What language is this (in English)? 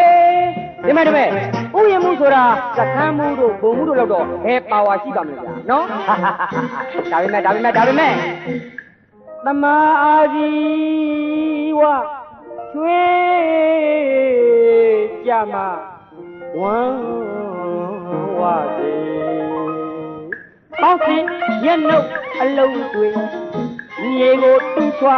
Burmese